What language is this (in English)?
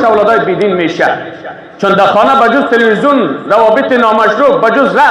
Persian